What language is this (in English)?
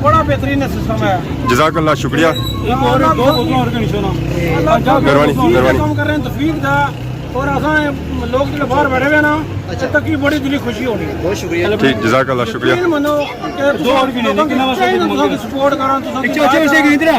Pahari-Potwari